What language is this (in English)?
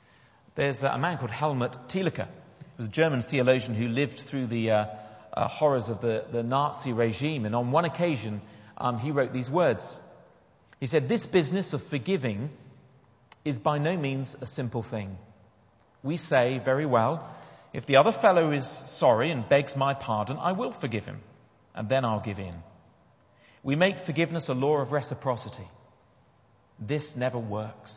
English